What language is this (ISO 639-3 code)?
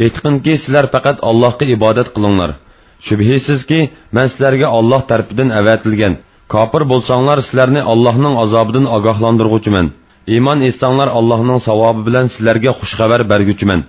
uig